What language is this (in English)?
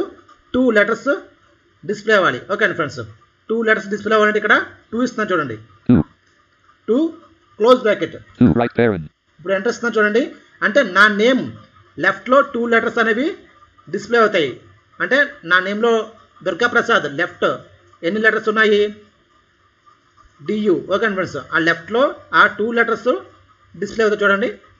Telugu